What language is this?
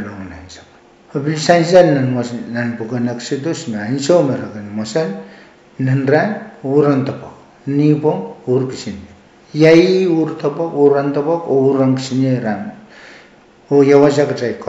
Pohnpeian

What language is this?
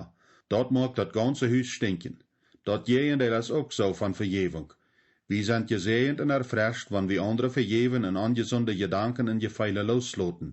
Plautdietsch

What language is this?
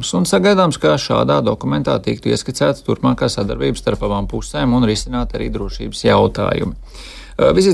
Latvian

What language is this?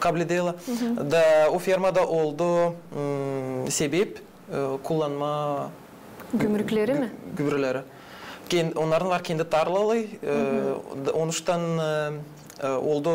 Gagauz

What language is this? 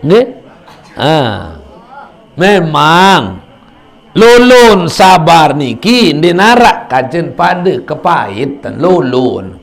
Sasak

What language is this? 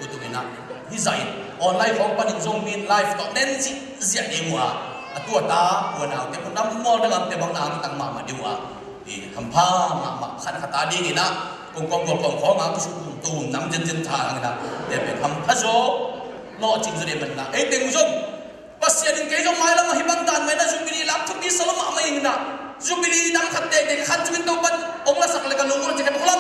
Tedim Chin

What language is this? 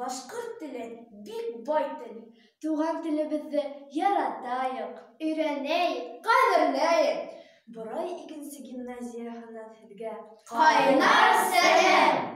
Bashkir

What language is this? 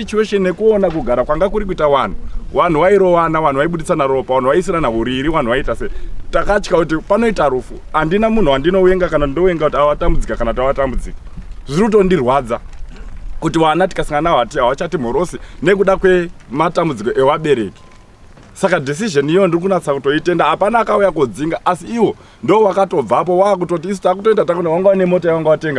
Shona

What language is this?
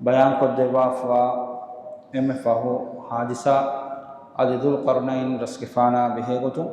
Divehi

